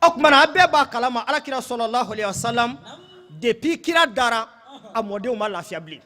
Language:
Bambara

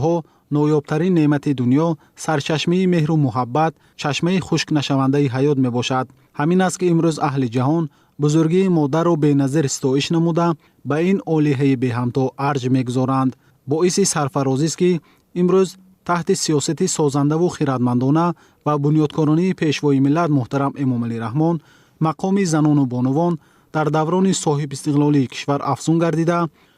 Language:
Tajik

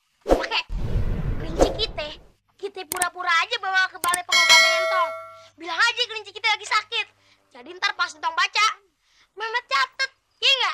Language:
Betawi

